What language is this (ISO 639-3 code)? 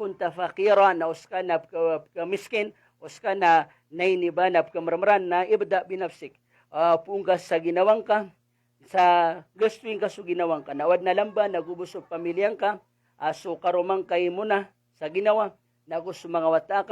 mrw